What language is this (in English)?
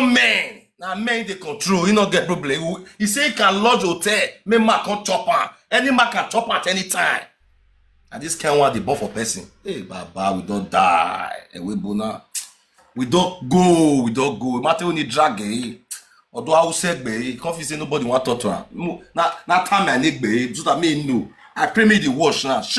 Nigerian Pidgin